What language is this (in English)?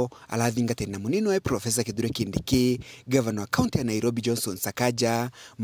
Meru